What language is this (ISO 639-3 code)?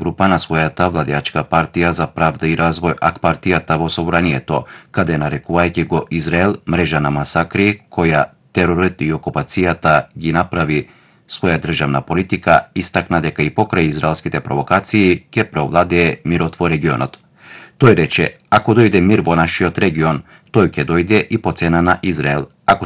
mkd